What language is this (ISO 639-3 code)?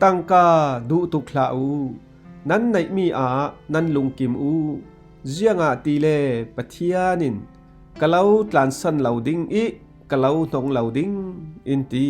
cfm